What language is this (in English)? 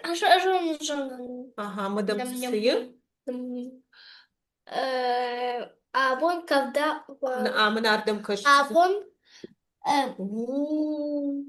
Ossetic